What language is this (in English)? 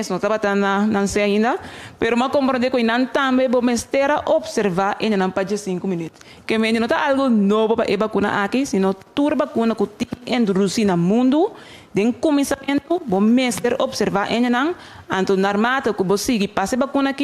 Papiamento